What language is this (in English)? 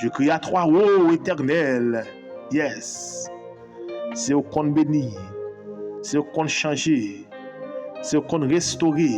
Haitian Creole